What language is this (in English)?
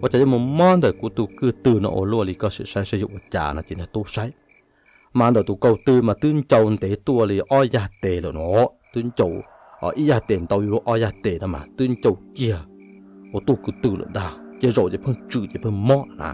Hmong